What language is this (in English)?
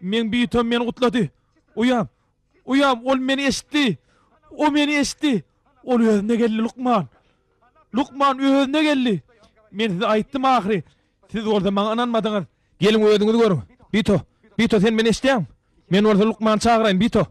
Turkmen